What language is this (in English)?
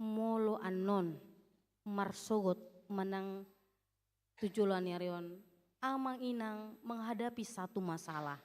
Batak Toba